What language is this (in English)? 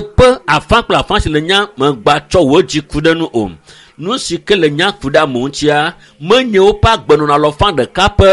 Ewe